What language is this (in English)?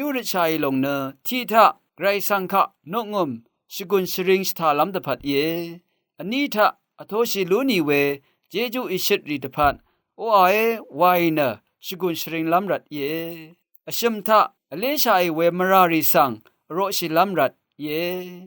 Rawang